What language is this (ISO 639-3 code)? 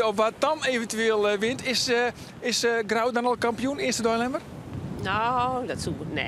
fry